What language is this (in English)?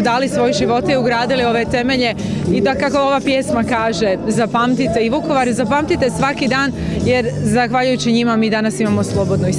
Croatian